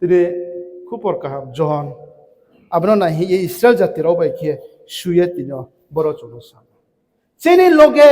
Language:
Riang (India)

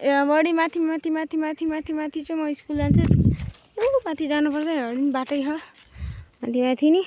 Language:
Nepali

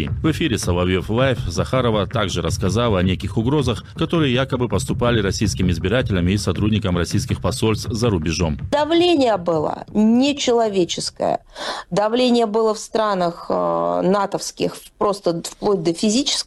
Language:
Russian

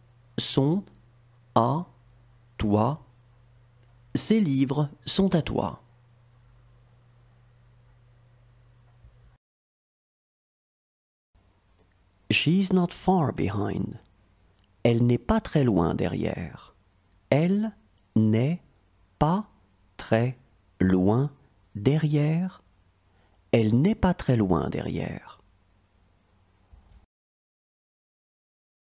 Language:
French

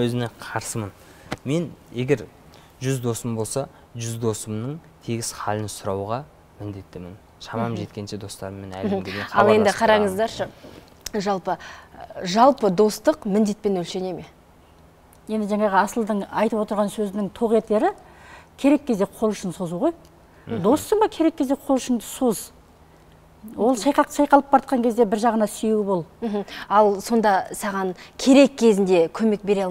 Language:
Kazakh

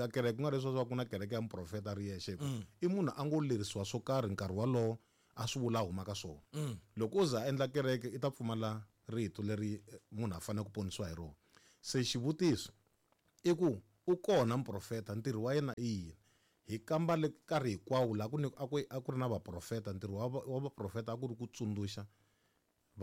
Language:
Tsonga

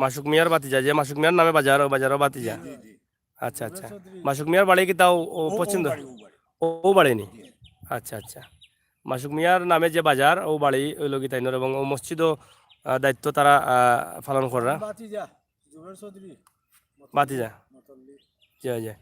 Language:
Sylheti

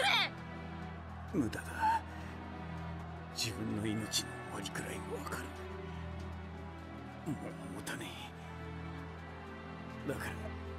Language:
Japanese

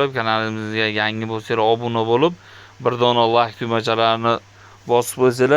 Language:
Uzbek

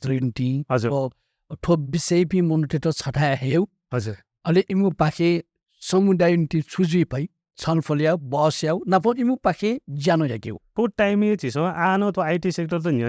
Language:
Newari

